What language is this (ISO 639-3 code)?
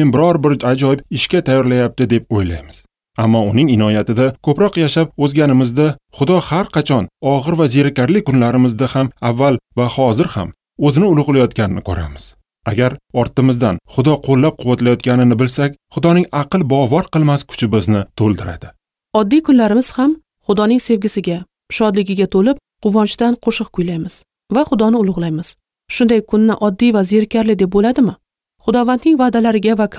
uzb